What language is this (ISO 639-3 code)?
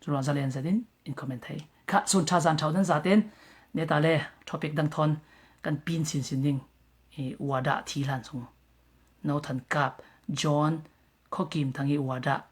cfm